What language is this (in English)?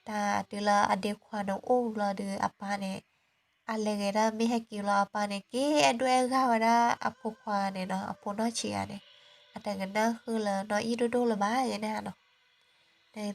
S'gaw Karen